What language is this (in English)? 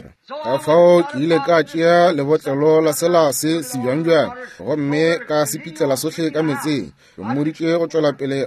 Northern Sotho